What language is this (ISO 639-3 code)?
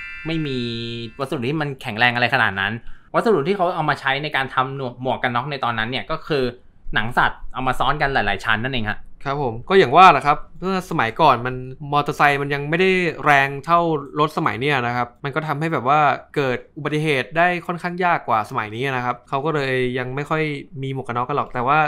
tha